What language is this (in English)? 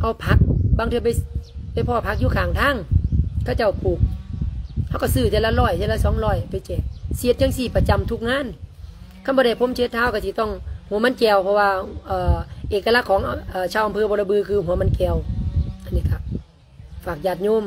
Lao